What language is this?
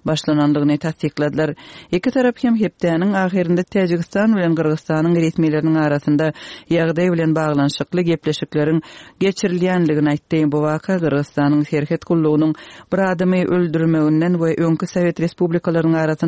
Turkmen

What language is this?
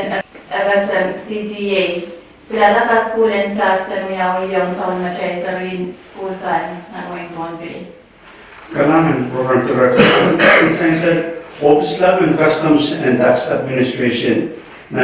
Pohnpeian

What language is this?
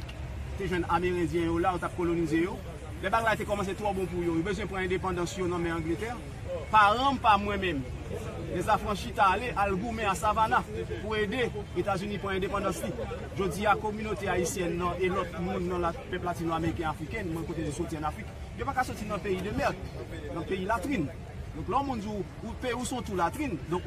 Haitian Creole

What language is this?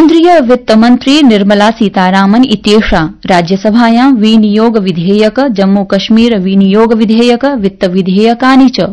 Sanskrit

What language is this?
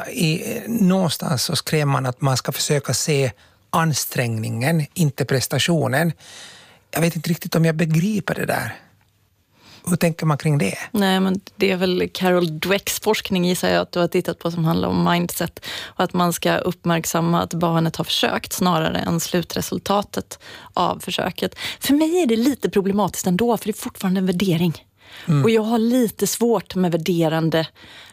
Swedish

